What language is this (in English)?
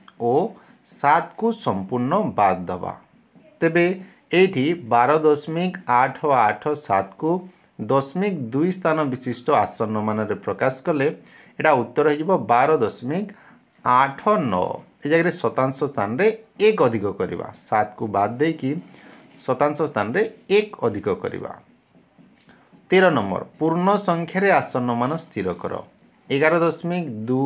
Odia